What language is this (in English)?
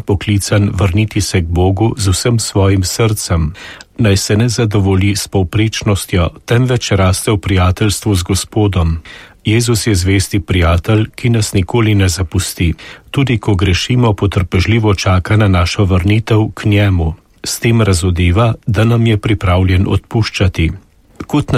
Slovenian